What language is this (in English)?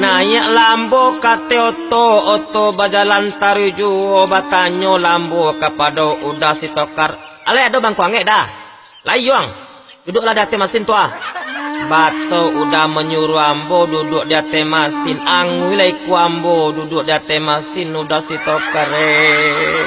Minangkabau